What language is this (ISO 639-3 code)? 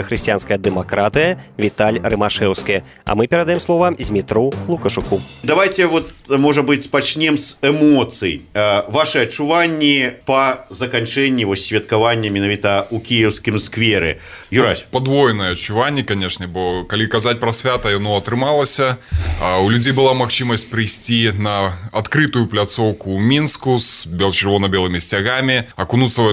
bel